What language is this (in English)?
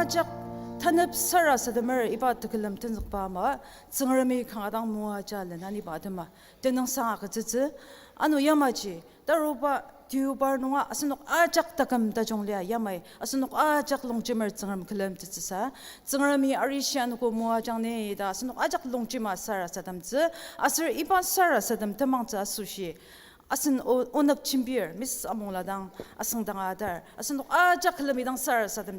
Ao Naga